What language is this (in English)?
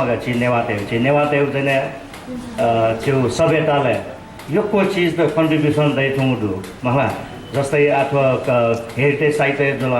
Newari